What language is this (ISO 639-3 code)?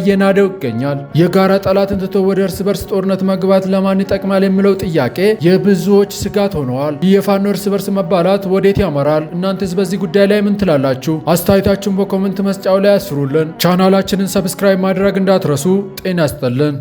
amh